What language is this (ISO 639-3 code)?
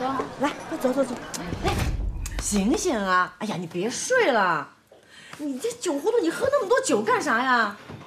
zho